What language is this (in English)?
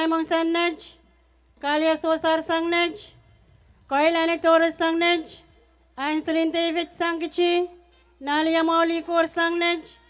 Pohnpeian